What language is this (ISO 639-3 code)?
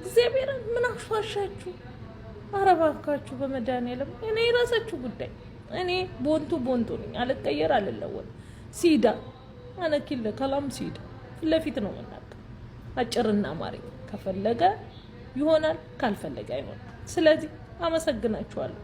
amh